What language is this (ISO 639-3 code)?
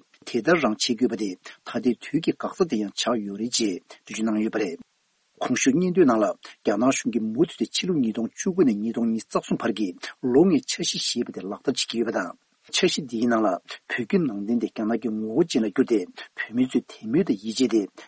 bod